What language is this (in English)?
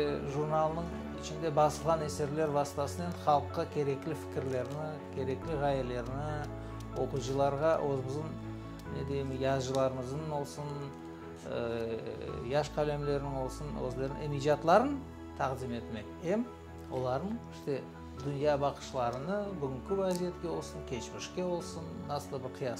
Crimean Tatar